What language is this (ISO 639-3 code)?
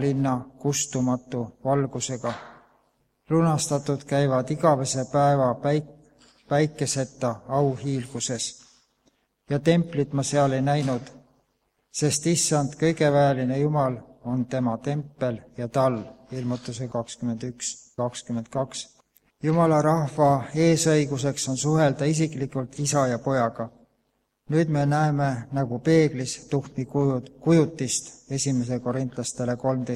est